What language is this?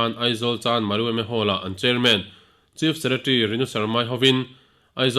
Mizo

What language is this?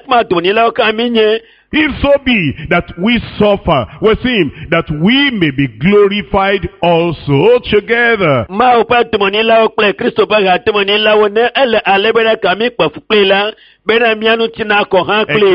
Ewe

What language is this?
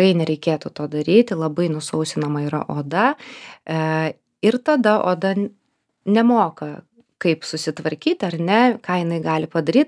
Lithuanian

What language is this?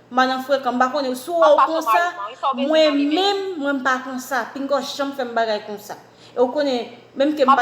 Haitian Creole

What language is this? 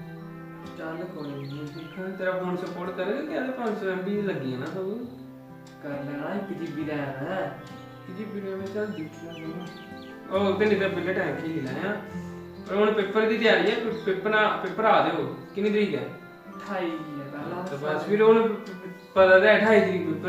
Dogri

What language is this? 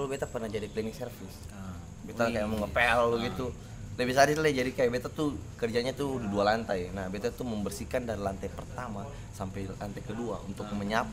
Ambonese Malay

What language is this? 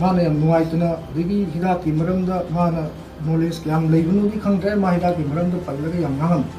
Manipuri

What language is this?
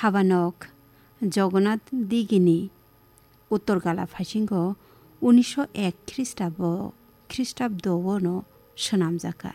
Kok Borok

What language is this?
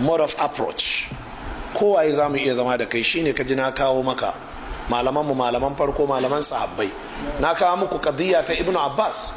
Hausa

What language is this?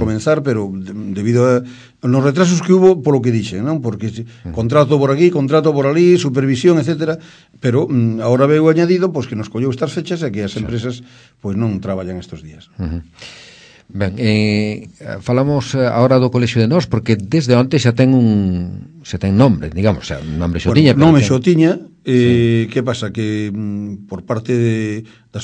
Galician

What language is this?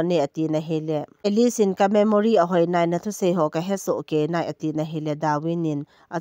Thado Chin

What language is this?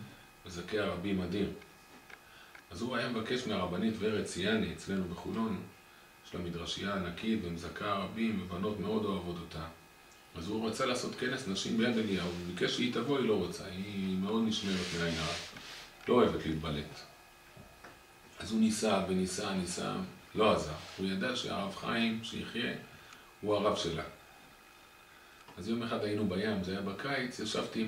Hebrew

